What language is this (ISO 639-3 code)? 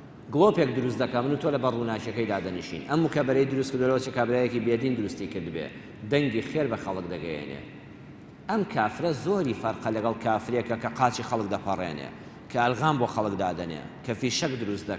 ckb